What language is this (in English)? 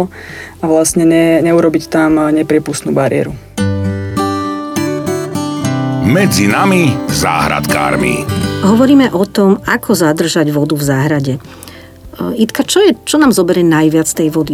Slovak